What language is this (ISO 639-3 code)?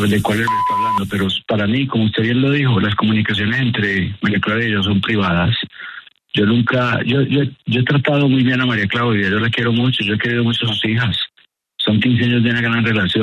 spa